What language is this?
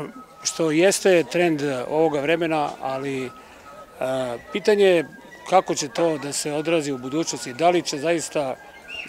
Serbian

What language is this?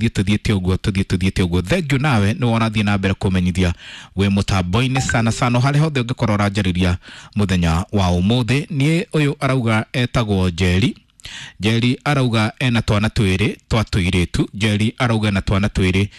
Kikuyu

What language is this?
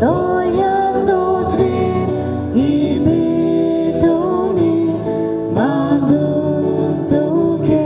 Konkani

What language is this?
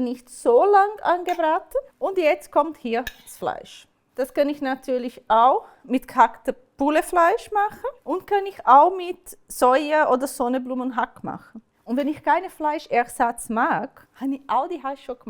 Swiss German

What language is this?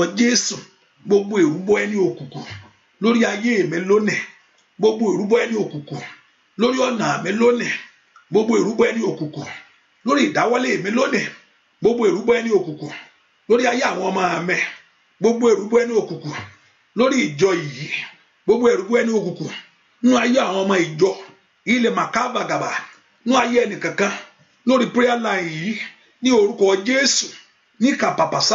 Yoruba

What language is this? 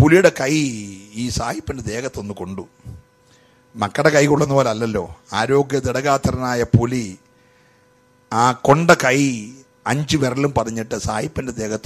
Malayalam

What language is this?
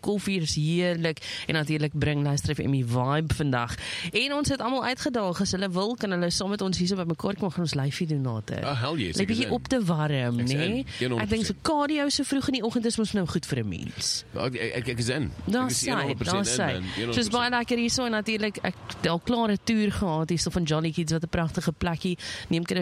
Afrikaans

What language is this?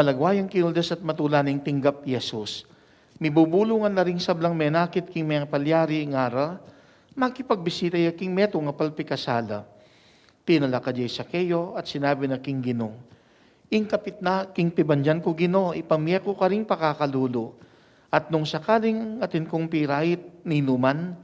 Pampanga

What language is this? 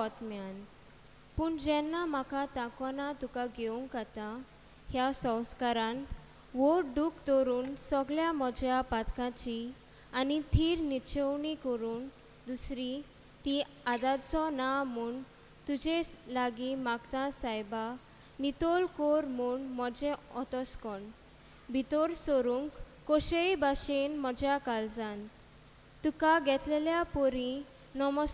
Konkani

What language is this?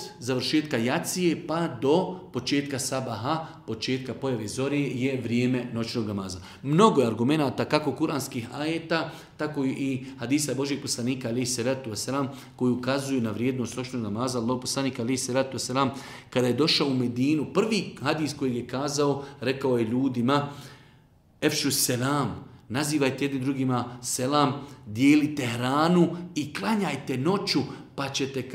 Bosnian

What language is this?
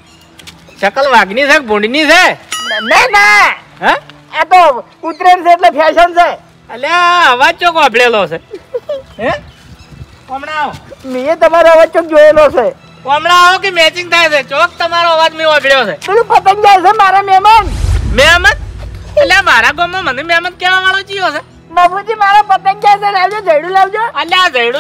Gujarati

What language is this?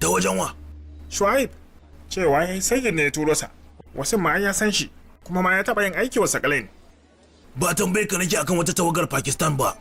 Hausa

